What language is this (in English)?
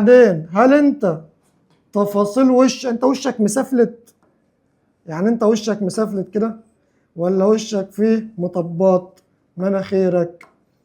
Egyptian Arabic